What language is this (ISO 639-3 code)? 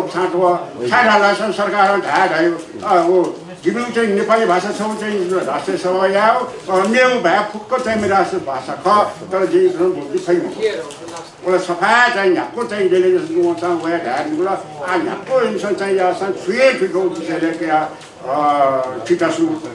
new